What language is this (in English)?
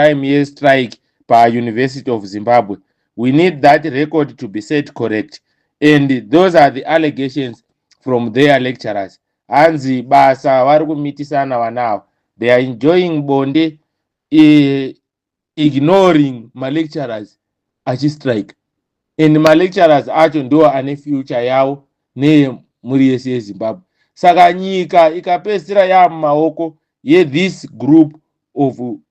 Shona